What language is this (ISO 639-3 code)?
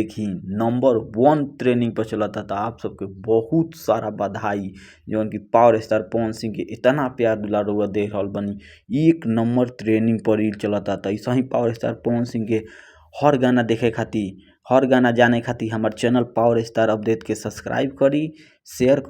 bho